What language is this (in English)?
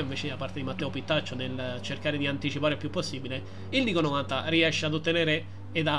Italian